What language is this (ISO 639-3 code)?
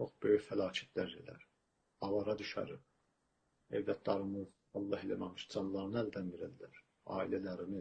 azb